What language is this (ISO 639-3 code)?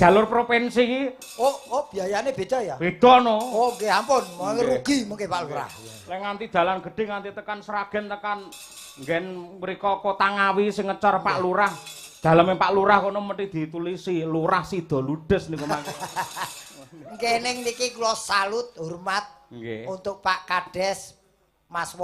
jav